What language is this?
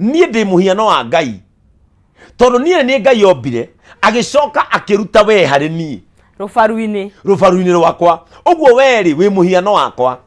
Kikuyu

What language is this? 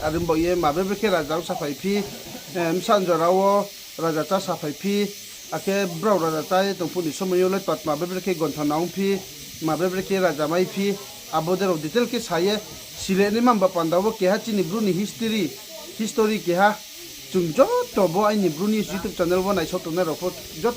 Riang (India)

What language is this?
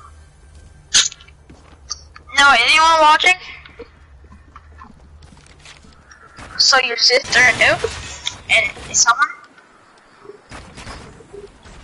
English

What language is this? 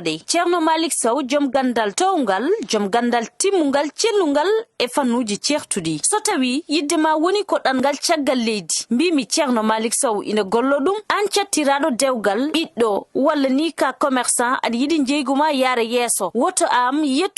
Fula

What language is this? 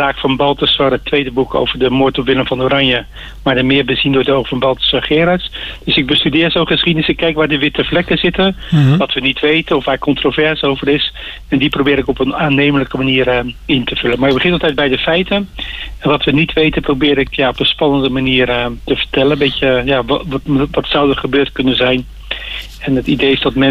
Dutch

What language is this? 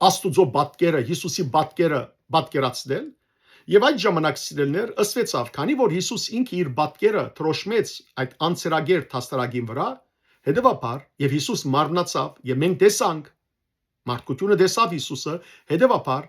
Western Armenian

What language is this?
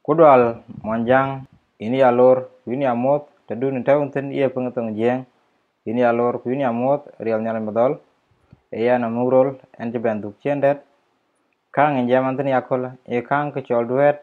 Dinka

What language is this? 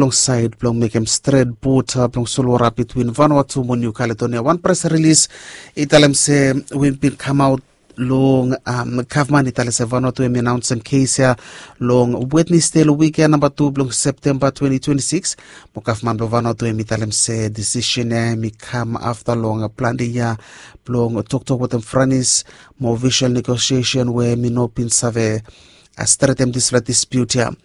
Bislama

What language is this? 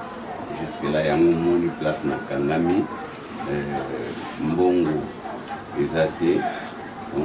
Lingala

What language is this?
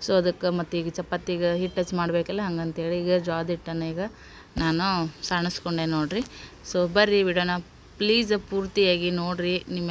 Kannada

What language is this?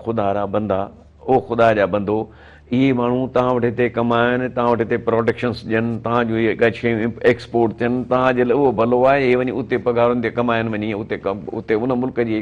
Sindhi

